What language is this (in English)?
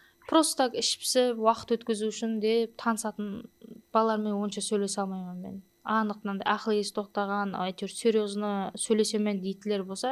Kara-Kalpak